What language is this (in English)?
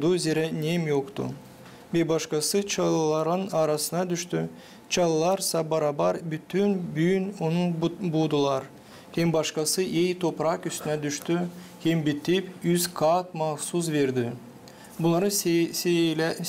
Gagauz